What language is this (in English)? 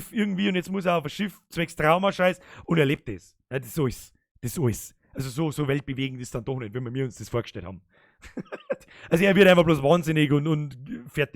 Bavarian